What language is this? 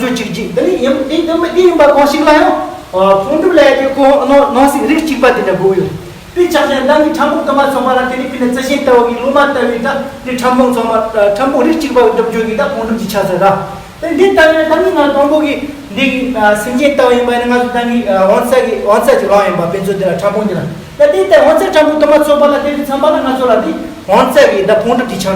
Tibetan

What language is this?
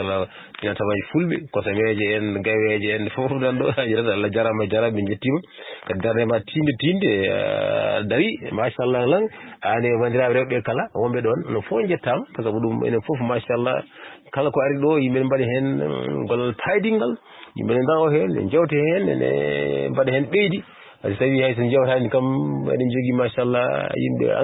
Fula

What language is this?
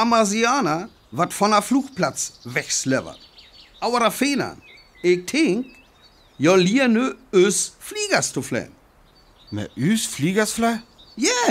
Northern Frisian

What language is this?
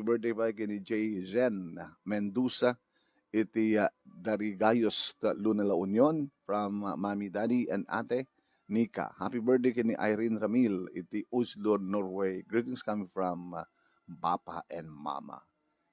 Iloko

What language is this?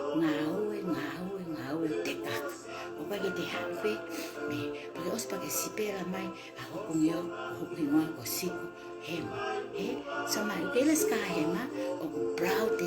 Tongan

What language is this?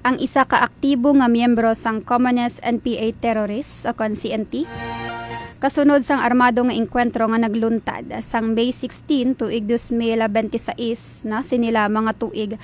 Hiligaynon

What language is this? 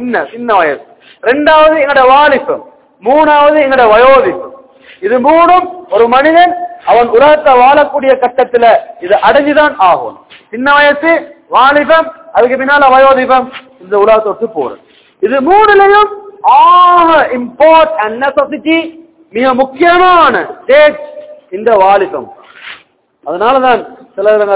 Tamil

